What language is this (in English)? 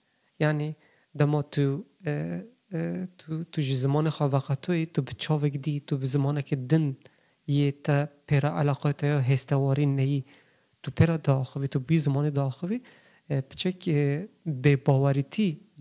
Kurdish